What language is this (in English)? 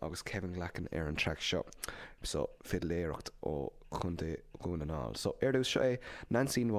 Irish